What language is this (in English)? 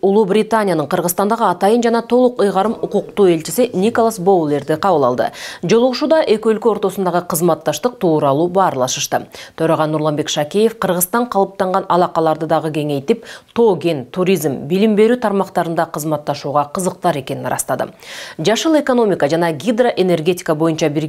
Kyrgyz